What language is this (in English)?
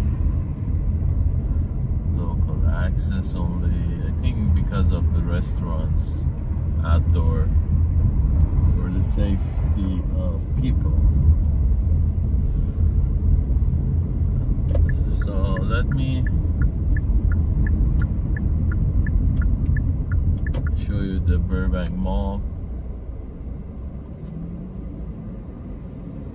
English